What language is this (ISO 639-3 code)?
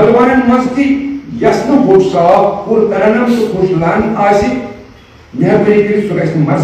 kas